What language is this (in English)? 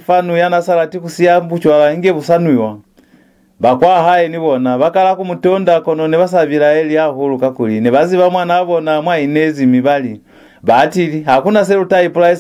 Lozi